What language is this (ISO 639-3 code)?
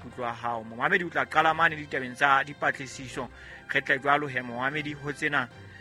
sot